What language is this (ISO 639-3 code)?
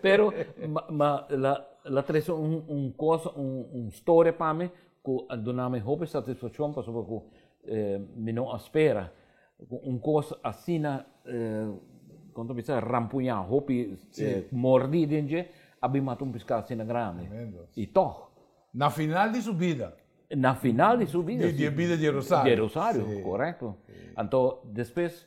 pap